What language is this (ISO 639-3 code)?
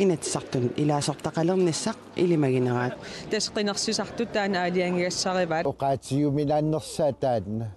kal